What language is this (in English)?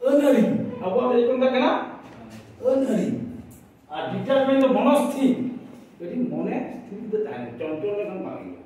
Santali